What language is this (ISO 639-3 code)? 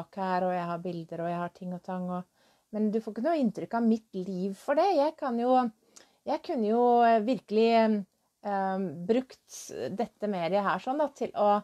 nor